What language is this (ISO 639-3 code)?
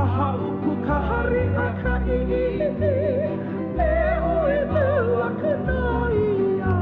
haw